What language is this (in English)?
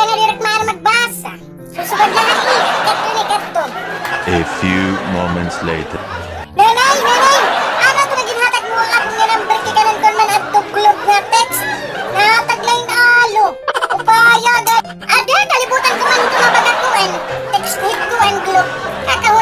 Waray